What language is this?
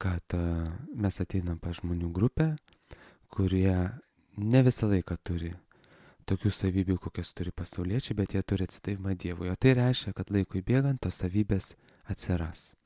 Lithuanian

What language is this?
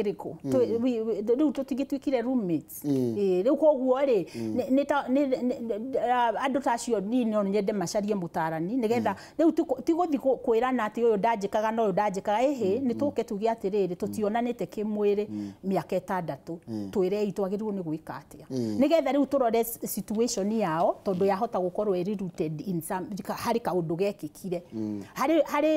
Kikuyu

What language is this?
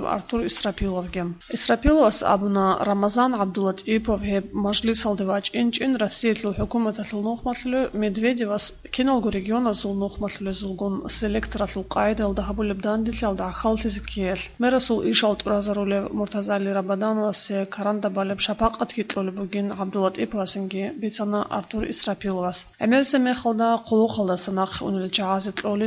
Avaric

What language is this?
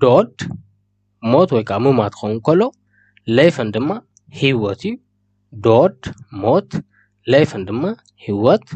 Tigrinya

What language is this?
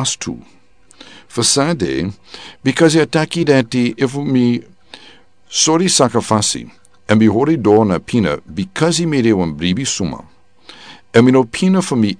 Sranan Tongo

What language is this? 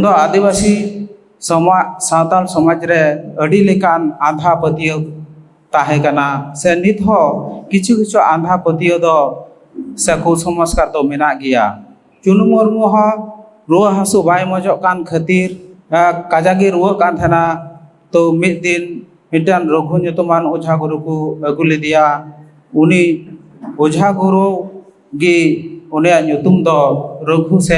Santali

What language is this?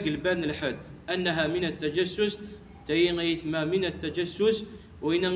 Kabyle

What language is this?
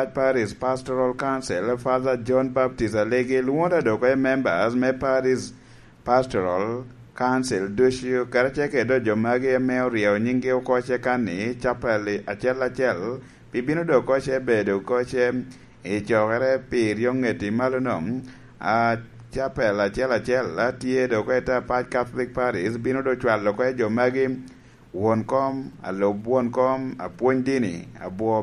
Lango (Uganda)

